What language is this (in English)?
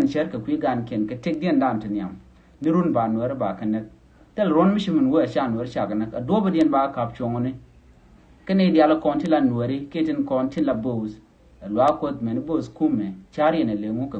Nuer